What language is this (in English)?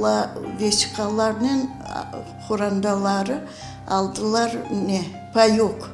Crimean Tatar